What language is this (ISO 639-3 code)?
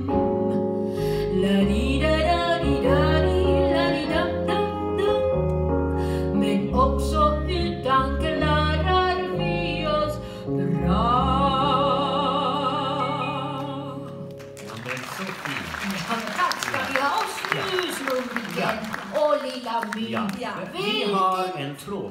swe